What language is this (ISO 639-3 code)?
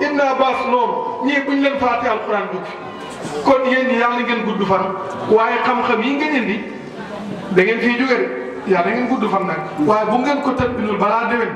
wol